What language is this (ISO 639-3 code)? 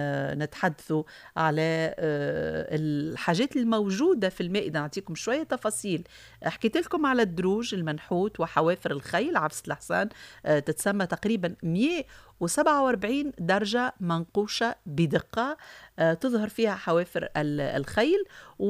aeb